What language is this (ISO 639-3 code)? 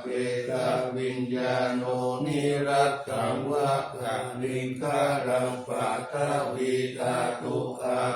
pli